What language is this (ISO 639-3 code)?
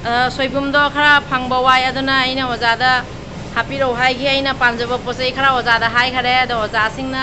mni